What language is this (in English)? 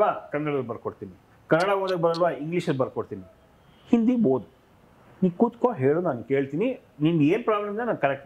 Kannada